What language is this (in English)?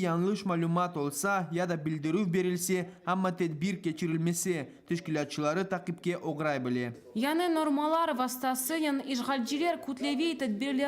Crimean Tatar